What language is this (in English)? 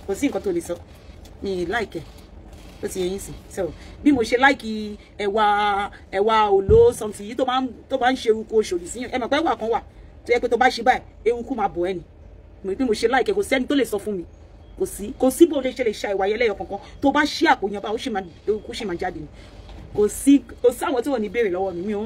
Yoruba